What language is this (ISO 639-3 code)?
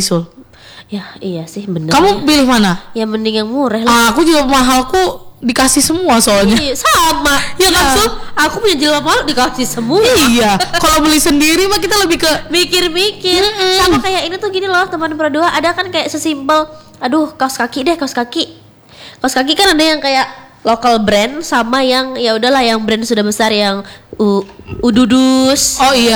ind